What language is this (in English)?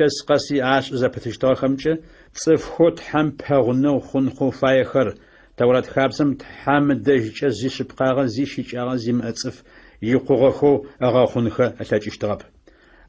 Adyghe